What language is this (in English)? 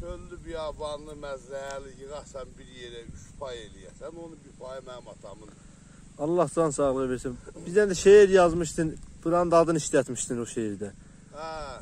South Azerbaijani